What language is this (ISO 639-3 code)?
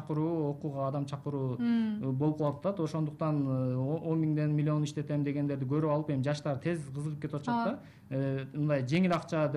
kir